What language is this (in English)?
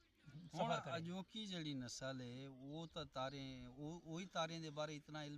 Saraiki